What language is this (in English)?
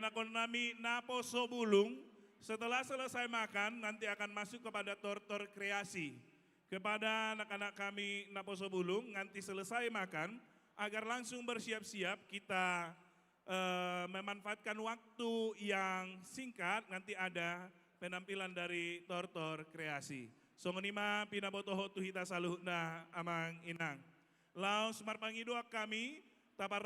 Batak Toba